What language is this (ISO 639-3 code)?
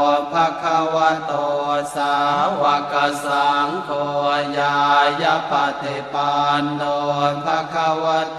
pli